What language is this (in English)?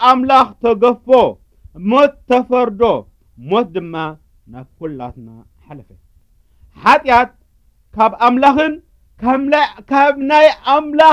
Tigrinya